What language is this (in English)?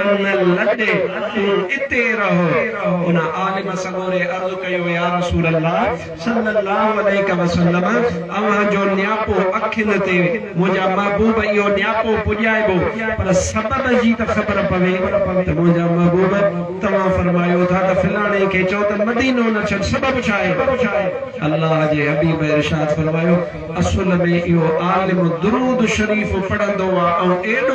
Sindhi